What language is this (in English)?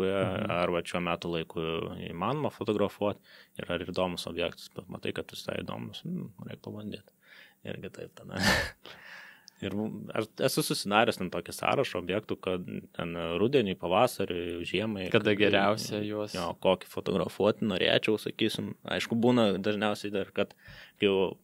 Lithuanian